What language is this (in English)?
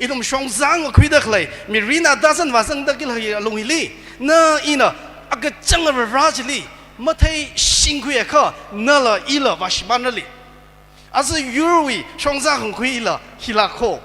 Tangkhul Naga (India)